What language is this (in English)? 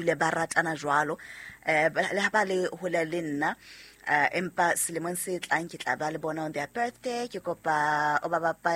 Southern Sotho